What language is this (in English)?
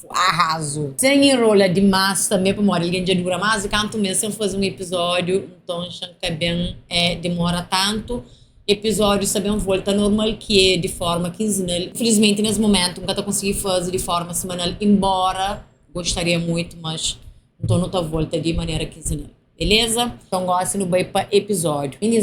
Kabuverdianu